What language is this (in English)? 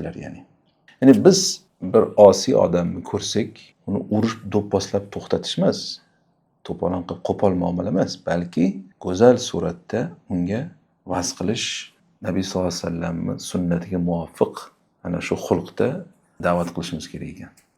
Uzbek